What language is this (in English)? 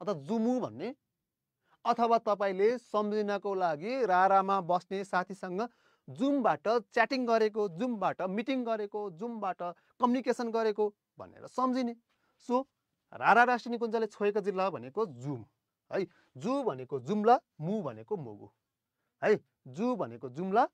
Nepali